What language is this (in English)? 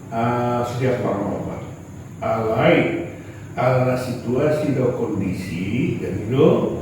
Batak Toba